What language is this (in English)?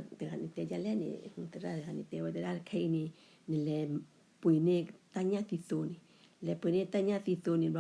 S'gaw Karen